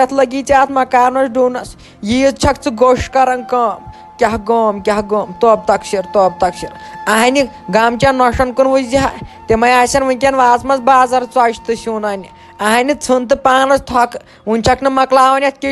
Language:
Kashmiri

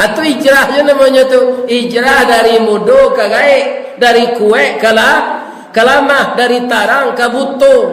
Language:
Minangkabau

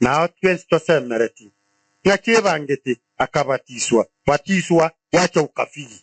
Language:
Gusii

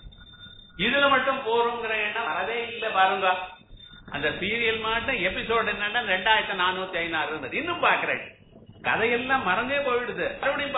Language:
Tamil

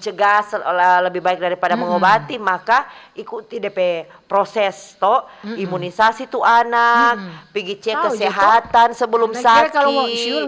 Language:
Manado Malay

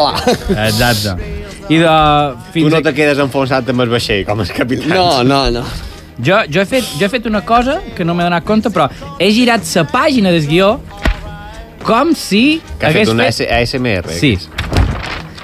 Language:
Catalan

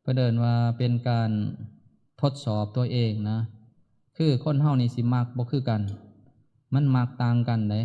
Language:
Northeastern Thai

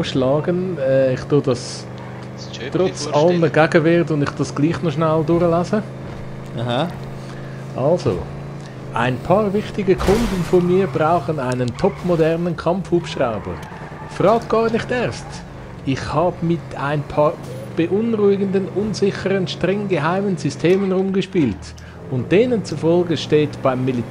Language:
Swiss German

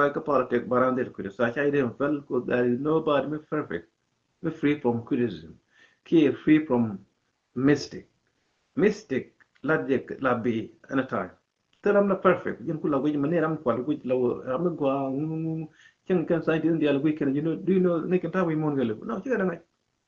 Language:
Nuer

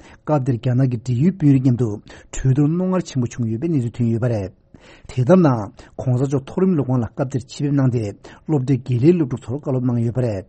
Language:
Tibetan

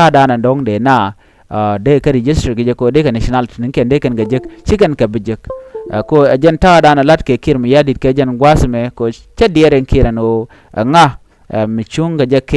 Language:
Nuer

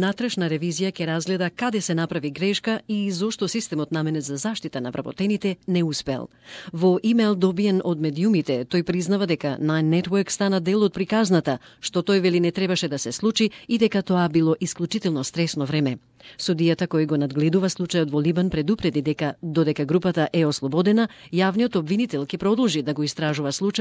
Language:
Macedonian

